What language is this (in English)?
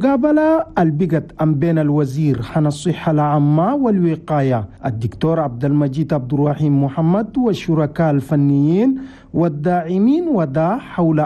Chadian Arabic